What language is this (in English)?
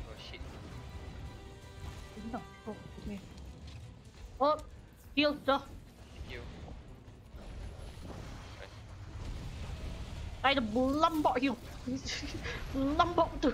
Malay